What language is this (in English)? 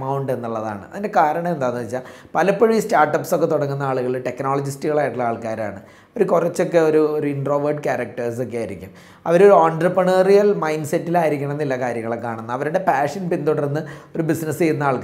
Malayalam